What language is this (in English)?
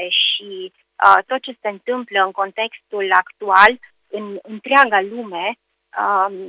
Romanian